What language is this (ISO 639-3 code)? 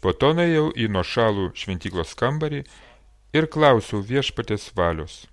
lit